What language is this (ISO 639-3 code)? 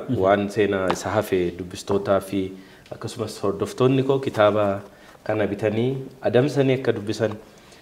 orm